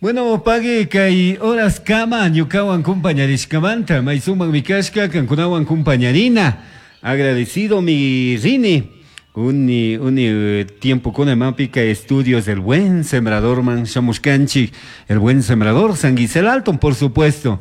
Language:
Chimborazo Highland Quichua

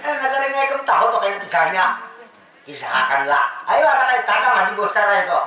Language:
Banjar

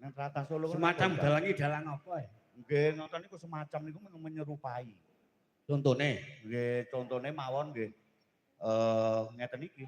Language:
Javanese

